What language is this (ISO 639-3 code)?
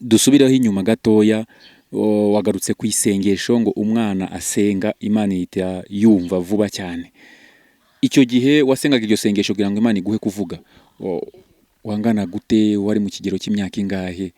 kin